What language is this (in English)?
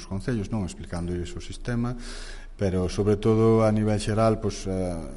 Galician